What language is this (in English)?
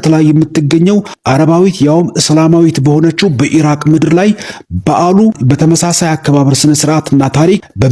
Amharic